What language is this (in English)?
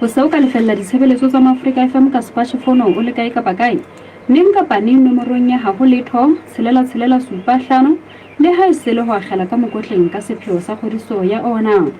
Southern Sotho